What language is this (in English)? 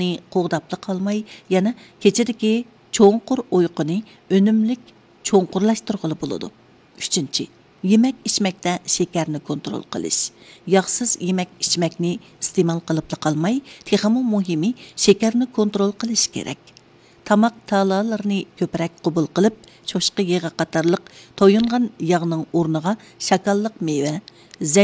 Uyghur